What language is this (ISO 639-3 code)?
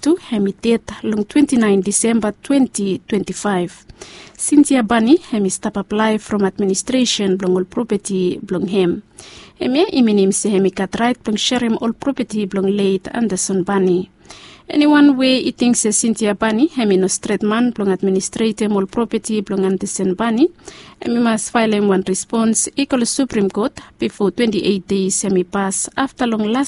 bis